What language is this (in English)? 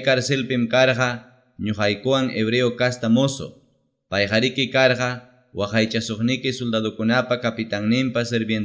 Ayacucho Quechua